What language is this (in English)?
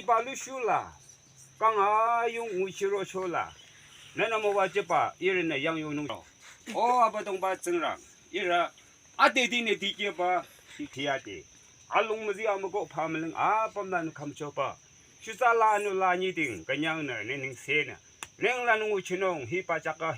Naga Pidgin